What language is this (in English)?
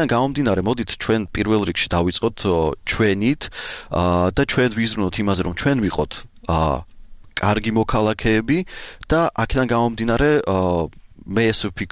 Georgian